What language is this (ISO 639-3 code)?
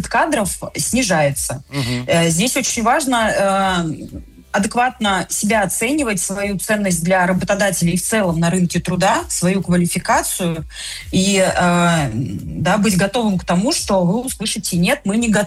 rus